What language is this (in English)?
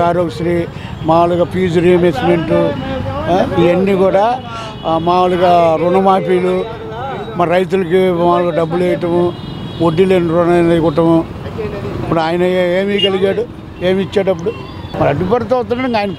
Telugu